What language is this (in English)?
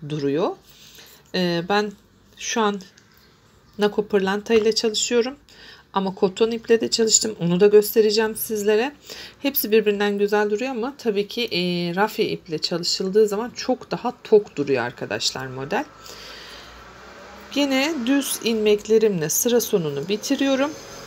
Turkish